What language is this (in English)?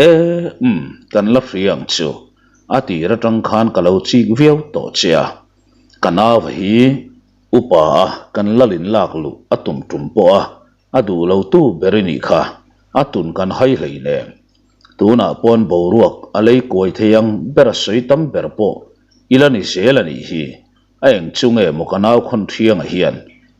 Mizo